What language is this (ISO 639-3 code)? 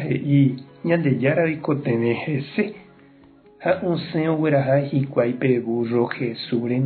grn